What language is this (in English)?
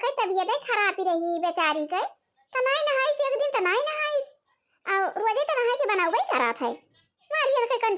Awadhi